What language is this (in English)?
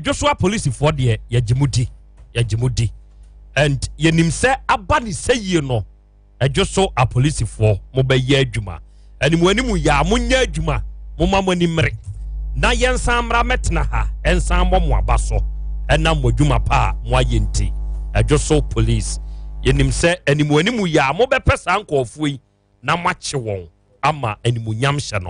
Akan